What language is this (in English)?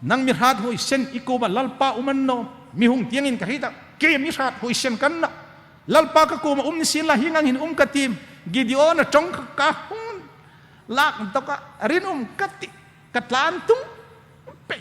Hmar